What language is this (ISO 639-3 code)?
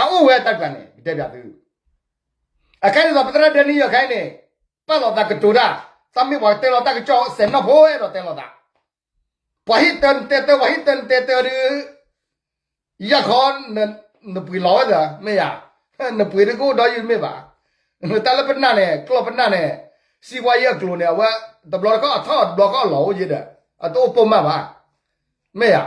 ksw